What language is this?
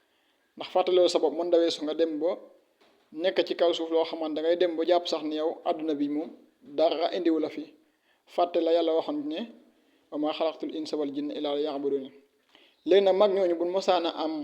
Wolof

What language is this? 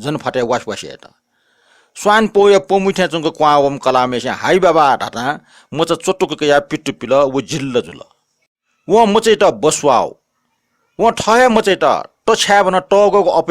Newari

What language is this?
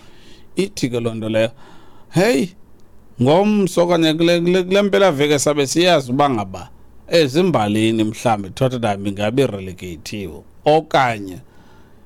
Xhosa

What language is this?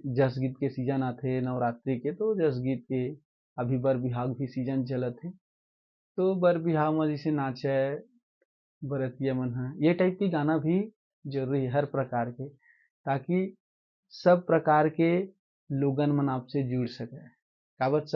Chhattisgarhi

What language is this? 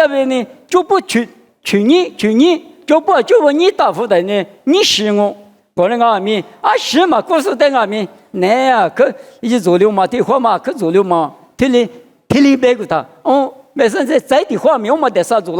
Lisu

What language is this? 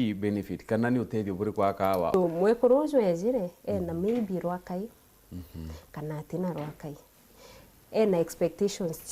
Meru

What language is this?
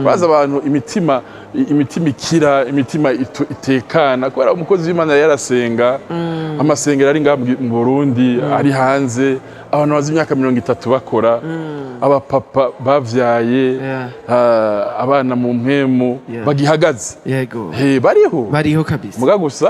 Rundi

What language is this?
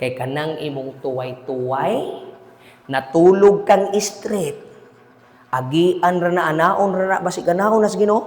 Cebuano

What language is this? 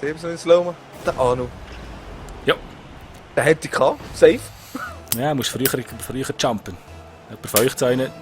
Swiss German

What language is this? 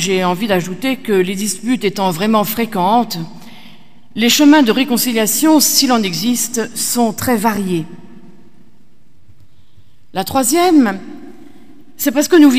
French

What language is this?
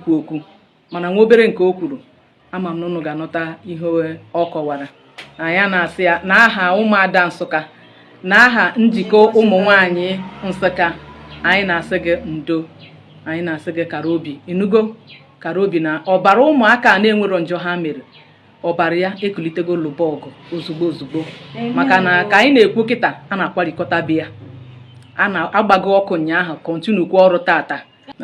Igbo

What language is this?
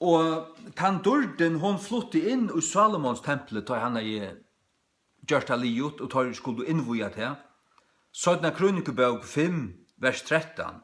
Faroese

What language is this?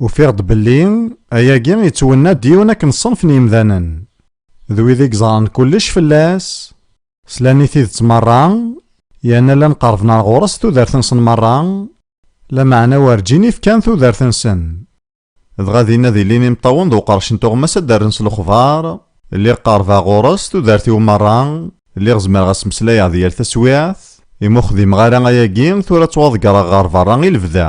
Kabyle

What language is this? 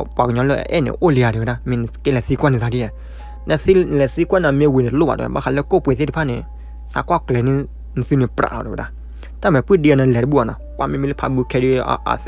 S'gaw Karen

